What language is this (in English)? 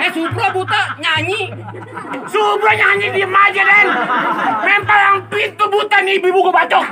Betawi